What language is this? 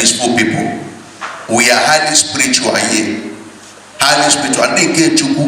Igbo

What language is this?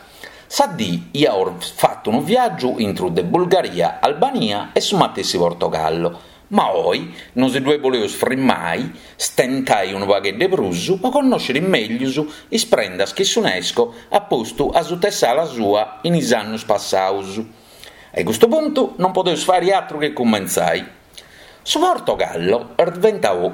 Sardinian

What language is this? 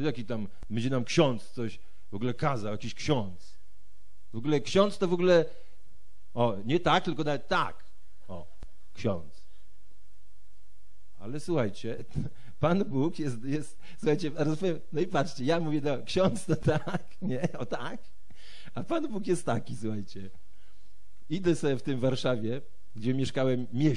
Polish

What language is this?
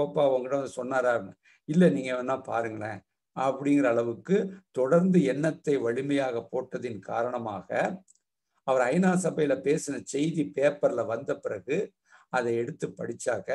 Tamil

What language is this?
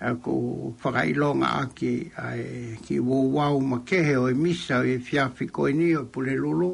Tongan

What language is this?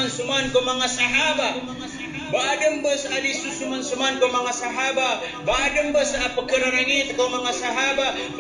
Maranao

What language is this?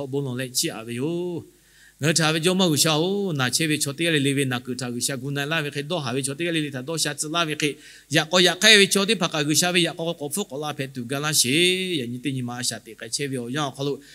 Lahu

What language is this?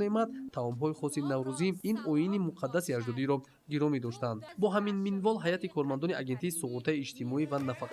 Tajik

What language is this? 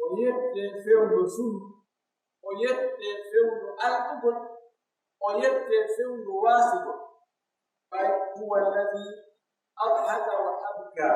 Pular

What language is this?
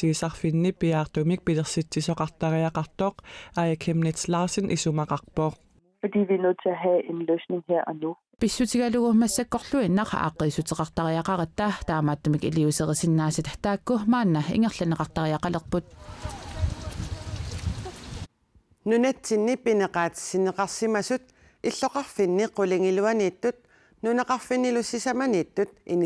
Kalaallisut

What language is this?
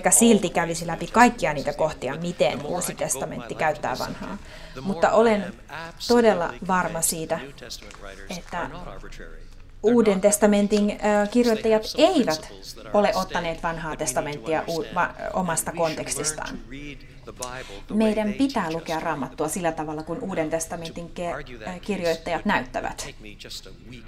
Finnish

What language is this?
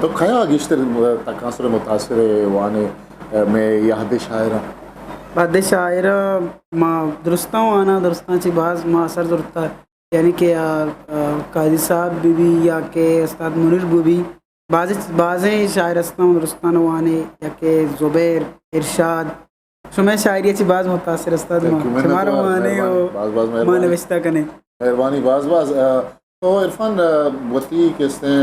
Eastern Balochi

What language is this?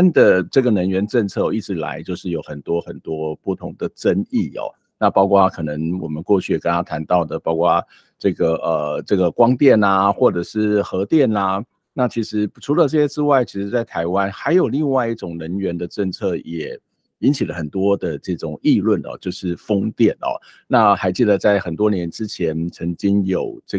Chinese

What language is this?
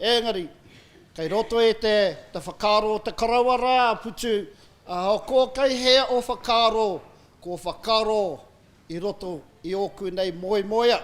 Māori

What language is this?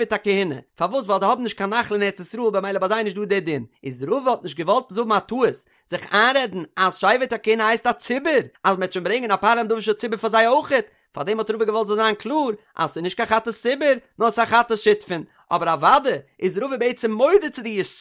Yiddish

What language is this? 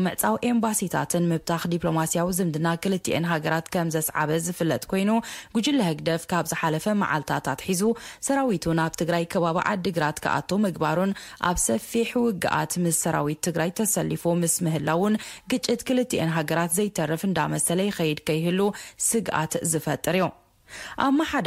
Tigrinya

